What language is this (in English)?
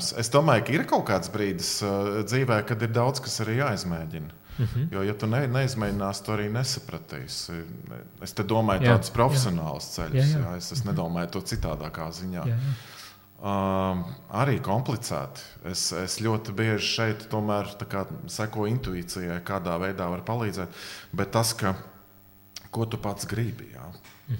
Latvian